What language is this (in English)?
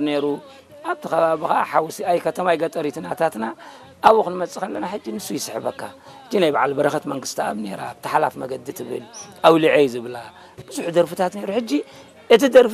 Tigrinya